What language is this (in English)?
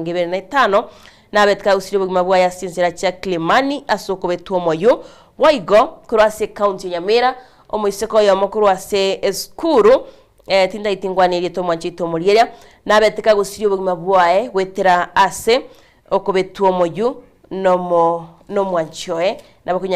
Gusii